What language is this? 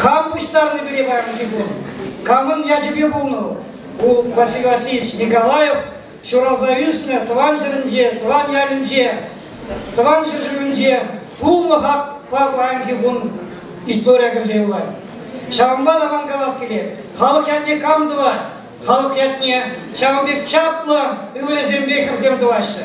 Chuvash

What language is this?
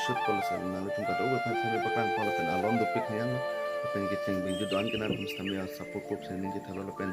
Karbi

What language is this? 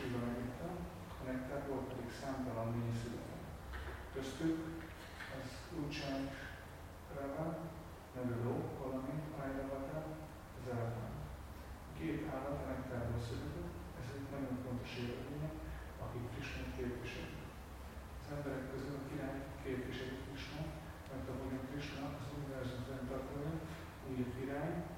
Hungarian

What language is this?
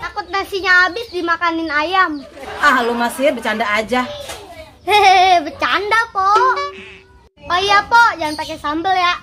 Betawi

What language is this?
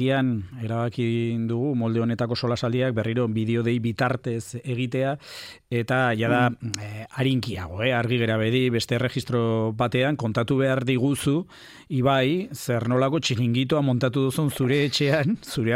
Basque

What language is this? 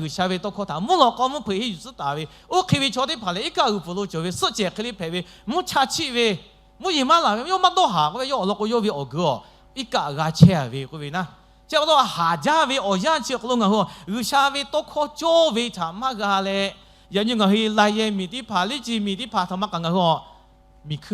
Lahu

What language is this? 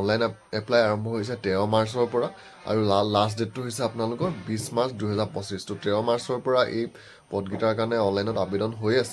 Assamese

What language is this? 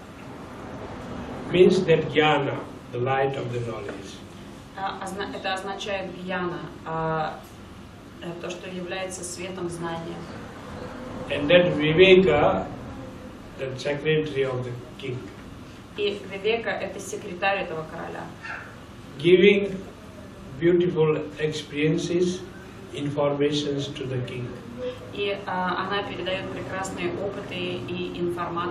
Russian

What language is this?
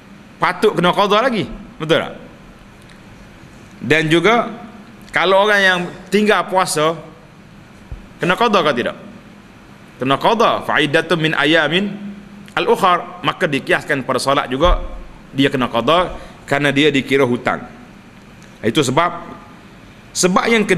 Malay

